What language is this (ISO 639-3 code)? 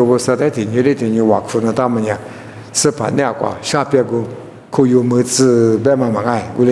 lis